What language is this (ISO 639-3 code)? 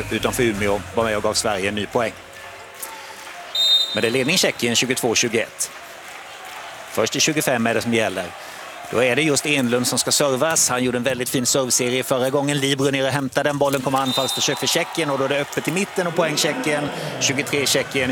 swe